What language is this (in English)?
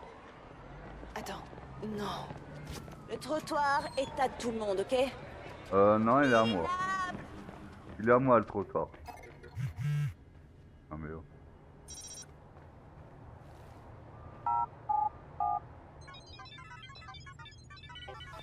French